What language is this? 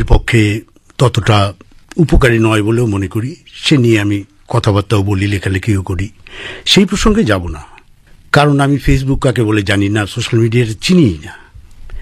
Bangla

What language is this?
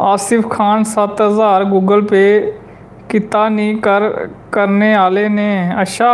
Dogri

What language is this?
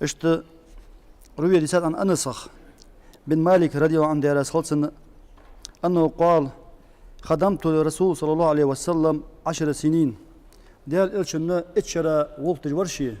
Ingush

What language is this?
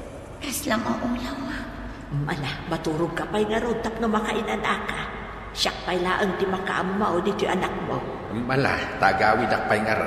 Iloko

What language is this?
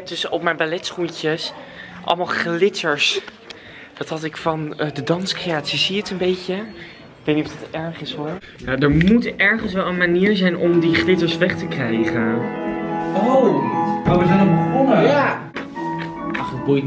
Dutch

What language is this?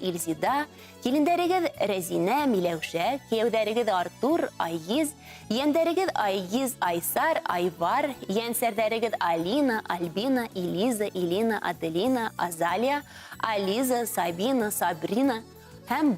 Bashkir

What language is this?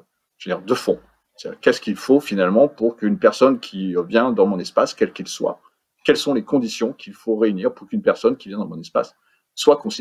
French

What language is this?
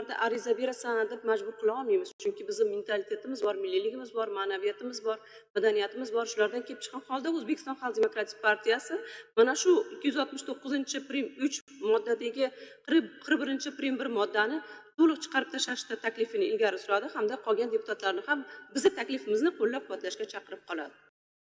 Uzbek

